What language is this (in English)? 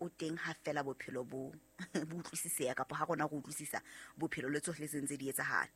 Southern Sotho